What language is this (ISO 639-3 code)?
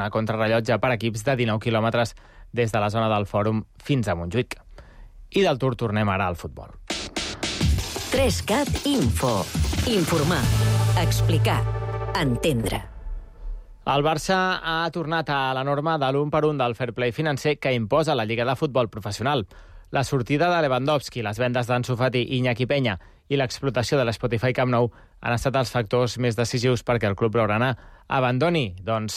cat